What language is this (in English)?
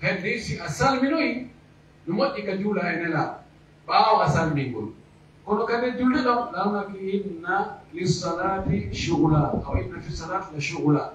Pular